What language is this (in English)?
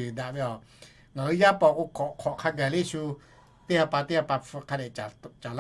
Lahu